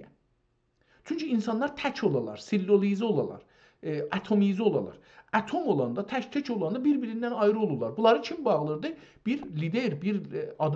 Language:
South Azerbaijani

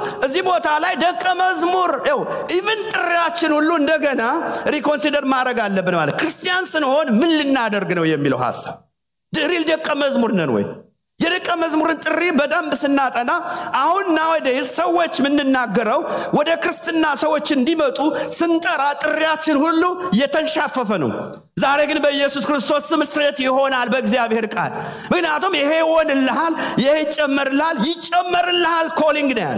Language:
Amharic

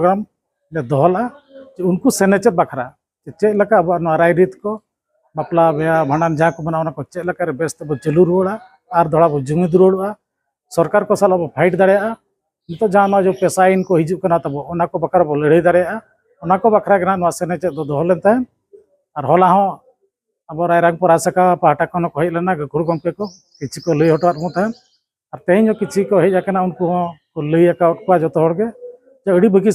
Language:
Santali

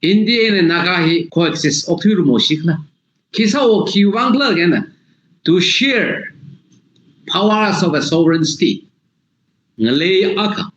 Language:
Tangkhul Naga (India)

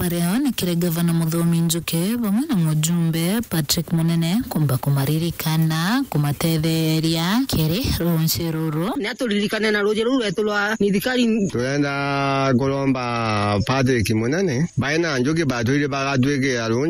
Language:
Meru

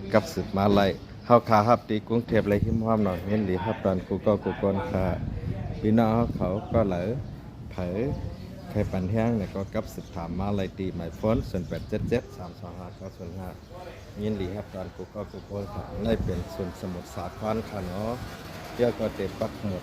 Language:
Shan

